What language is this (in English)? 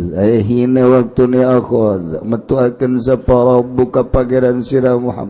Sundanese